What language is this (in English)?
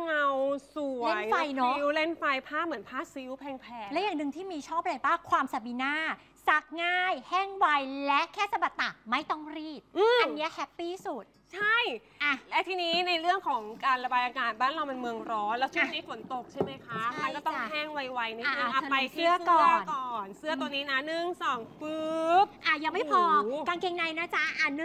Thai